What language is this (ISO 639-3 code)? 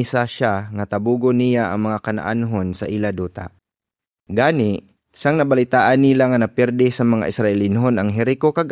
hil